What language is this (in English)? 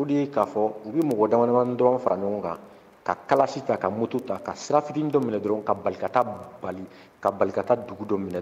Bambara